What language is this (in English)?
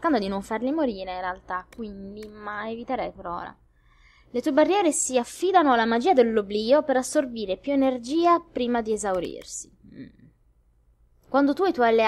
Italian